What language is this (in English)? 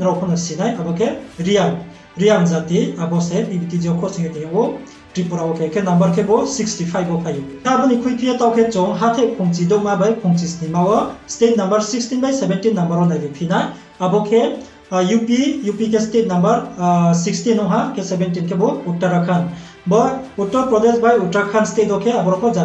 Riang (India)